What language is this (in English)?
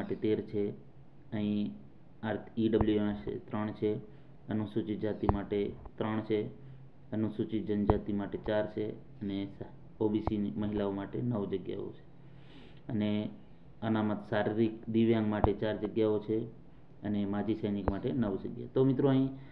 Gujarati